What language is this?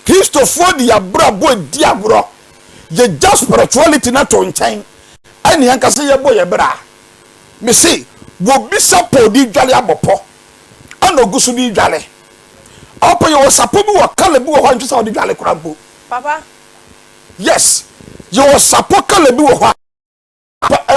Akan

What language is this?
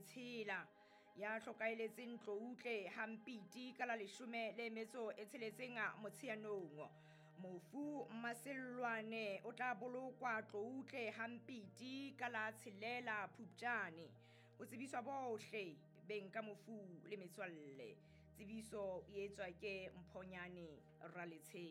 Southern Sotho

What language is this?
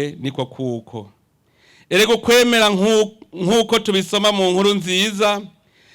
Rundi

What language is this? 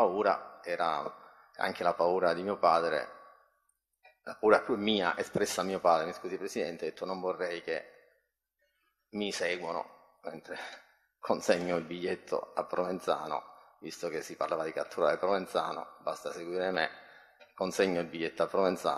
Italian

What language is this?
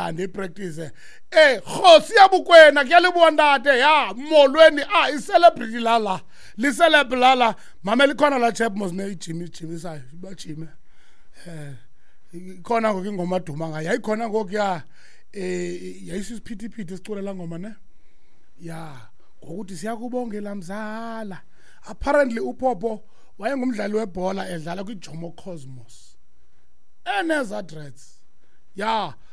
Xhosa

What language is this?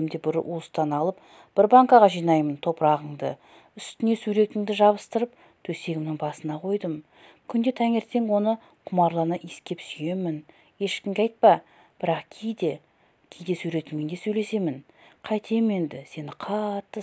Kazakh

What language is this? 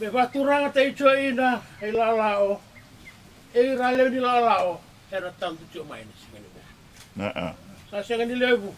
Fijian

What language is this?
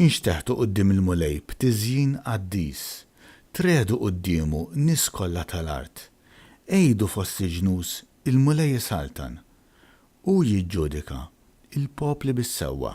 Maltese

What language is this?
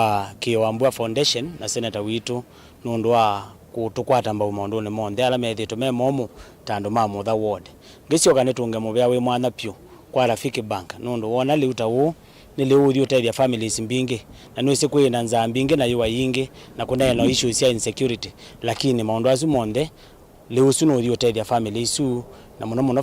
Kamba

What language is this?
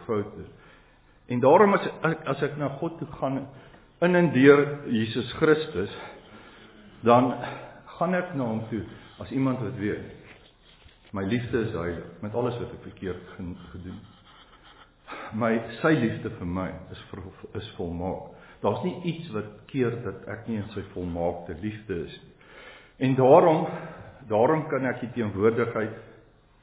Afrikaans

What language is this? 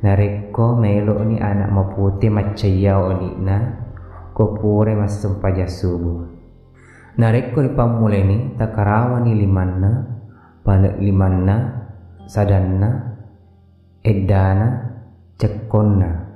Buginese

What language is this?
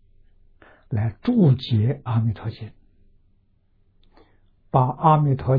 Chinese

